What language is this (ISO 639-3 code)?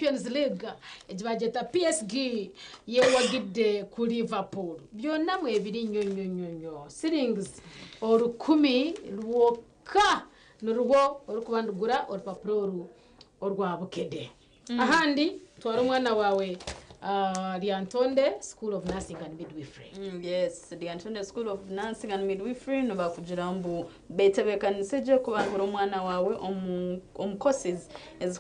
nyn